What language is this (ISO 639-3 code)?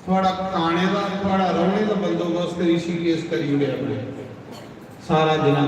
doi